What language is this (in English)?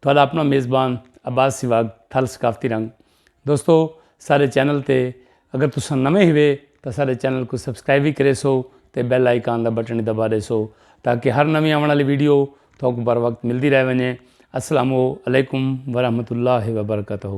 Saraiki